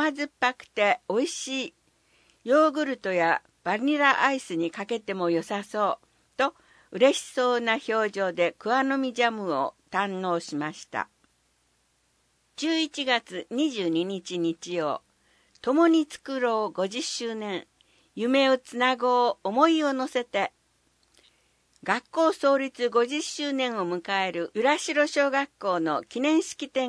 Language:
Japanese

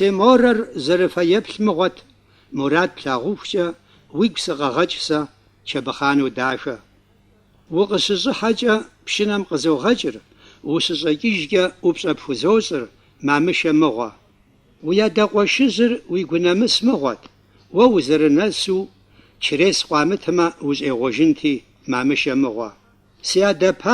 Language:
Kabardian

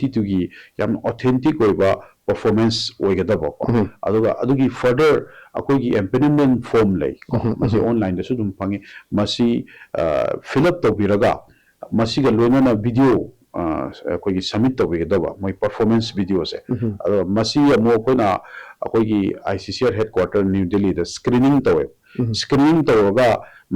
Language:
Manipuri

